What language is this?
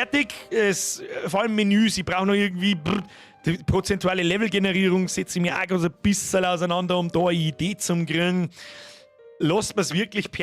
Bavarian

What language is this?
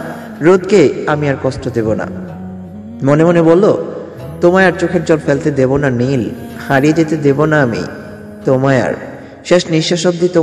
Bangla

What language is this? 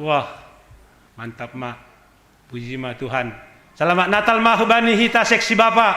Batak Simalungun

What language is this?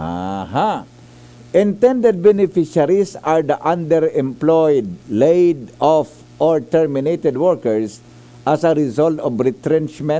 Bikol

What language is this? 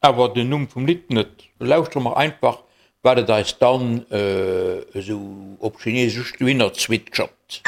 Luxembourgish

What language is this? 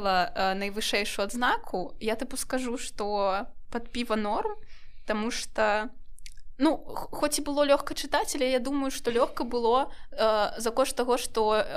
Belarusian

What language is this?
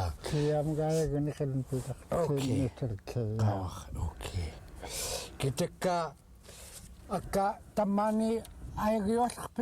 Central Yupik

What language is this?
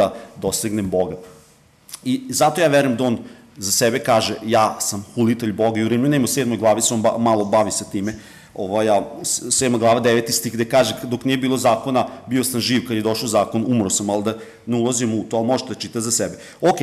Serbian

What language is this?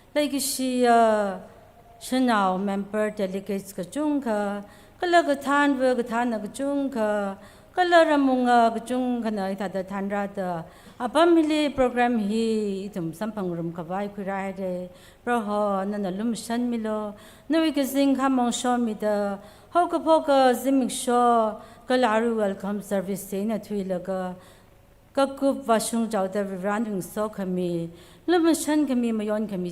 Tangkhul Naga (India)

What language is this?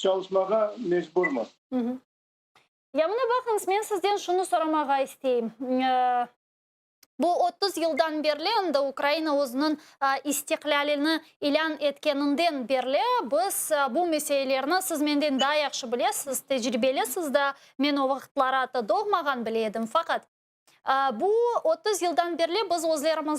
Crimean Tatar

